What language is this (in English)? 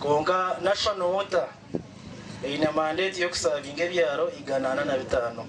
Nyankole